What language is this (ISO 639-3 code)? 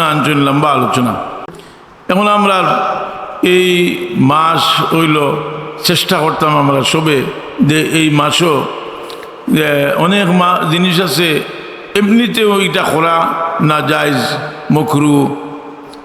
syl